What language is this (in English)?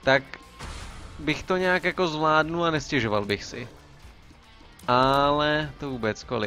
Czech